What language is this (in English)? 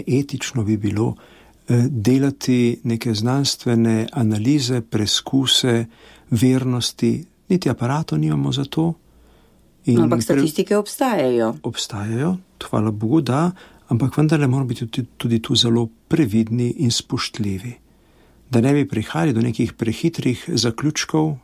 Slovenian